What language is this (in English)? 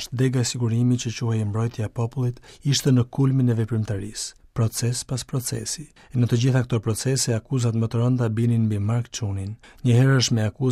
Albanian